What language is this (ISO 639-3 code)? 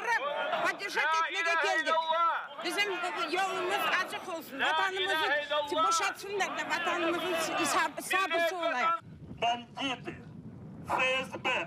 crh